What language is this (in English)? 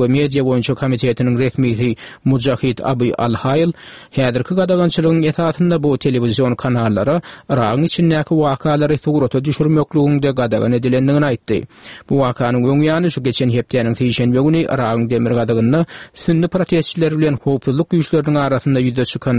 Turkmen